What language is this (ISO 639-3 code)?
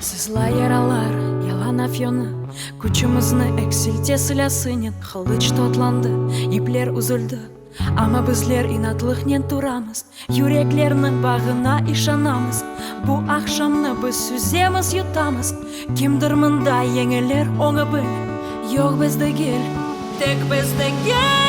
crh